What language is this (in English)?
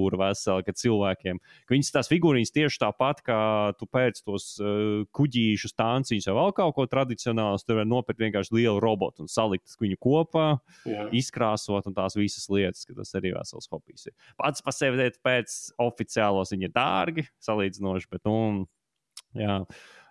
Latvian